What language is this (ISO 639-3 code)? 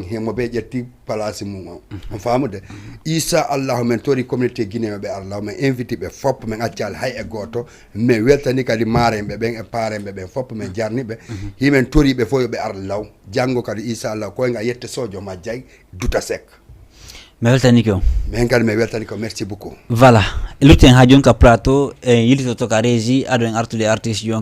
ful